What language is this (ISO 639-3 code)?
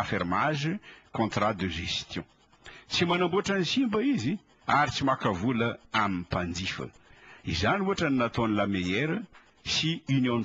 mlg